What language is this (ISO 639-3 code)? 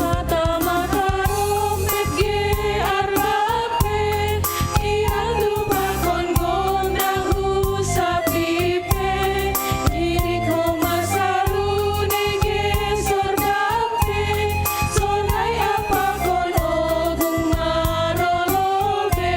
bts